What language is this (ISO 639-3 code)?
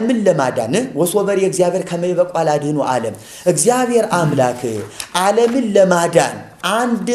amh